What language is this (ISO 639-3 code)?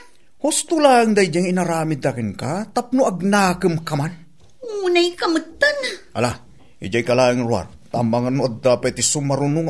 ilo